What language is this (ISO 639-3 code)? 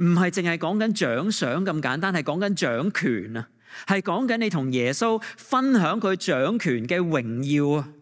yue